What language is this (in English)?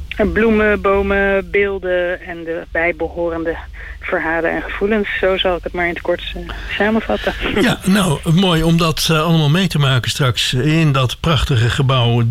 Dutch